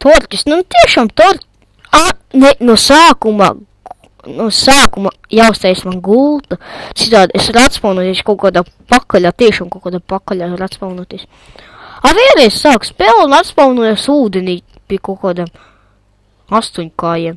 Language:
Latvian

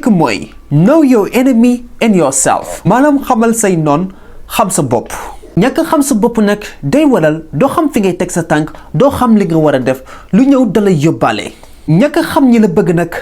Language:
Wolof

